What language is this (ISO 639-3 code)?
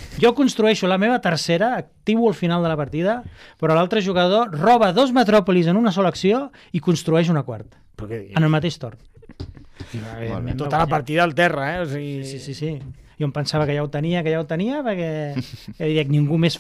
cat